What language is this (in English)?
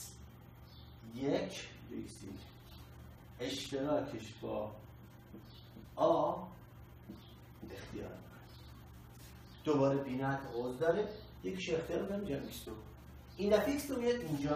Persian